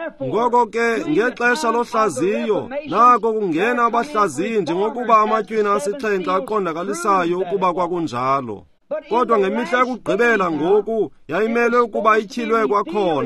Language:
Xhosa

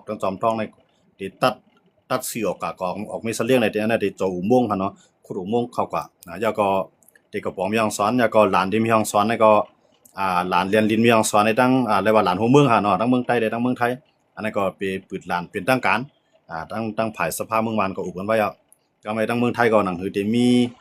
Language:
Shan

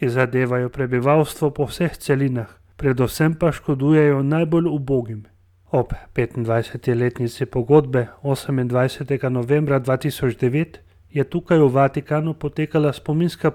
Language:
Slovenian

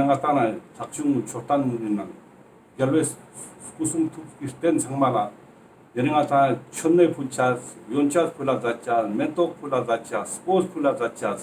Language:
Ladakhi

